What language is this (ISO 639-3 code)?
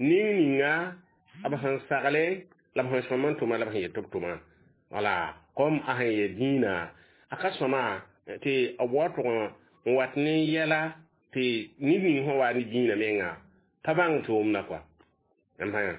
mos